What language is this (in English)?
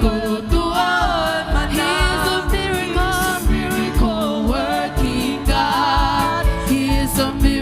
Tongan